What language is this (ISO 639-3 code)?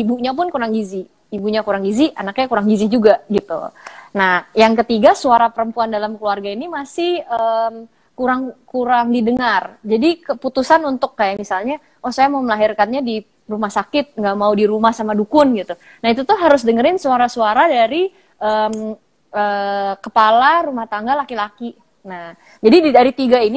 ind